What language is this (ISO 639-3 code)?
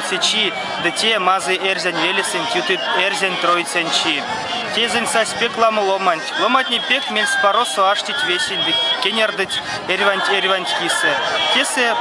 myv